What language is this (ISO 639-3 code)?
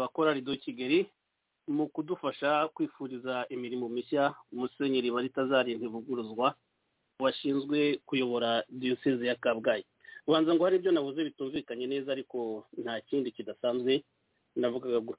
kin